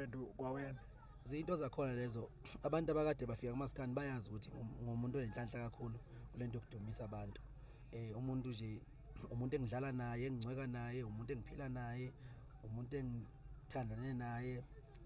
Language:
Zulu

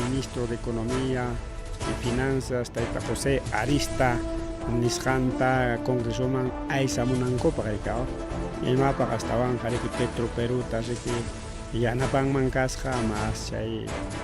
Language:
Ayacucho Quechua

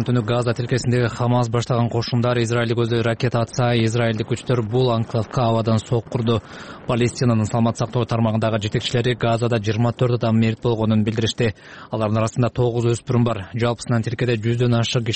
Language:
Kyrgyz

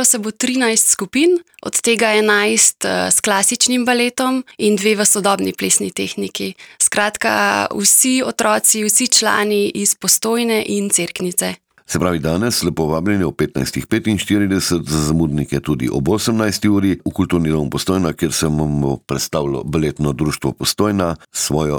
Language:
Slovenian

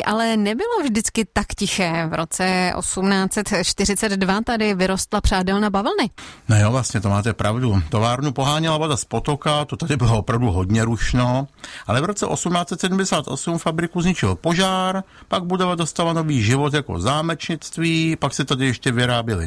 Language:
Czech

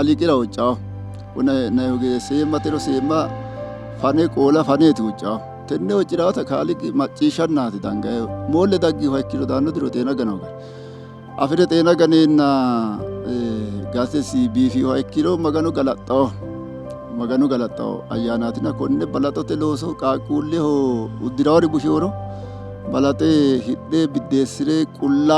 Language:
Sidamo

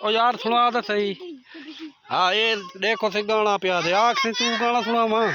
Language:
Saraiki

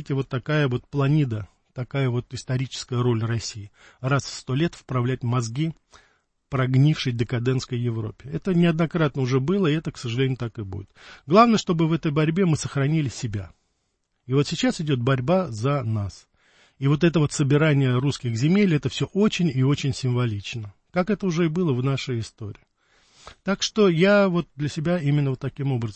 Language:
Russian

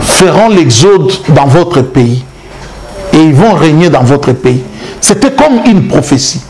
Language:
Lingala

